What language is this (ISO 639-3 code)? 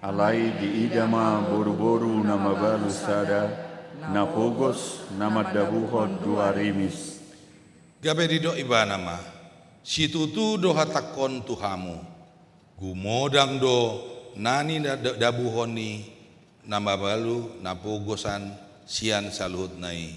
bbc